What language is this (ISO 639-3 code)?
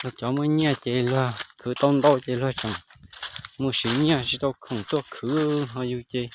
hmn